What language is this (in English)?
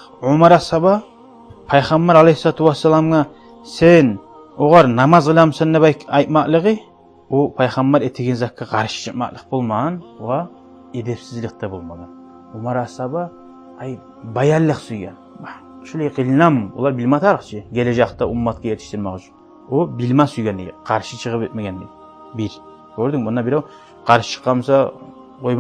Kumyk